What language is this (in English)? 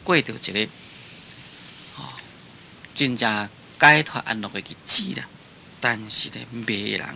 Min Nan Chinese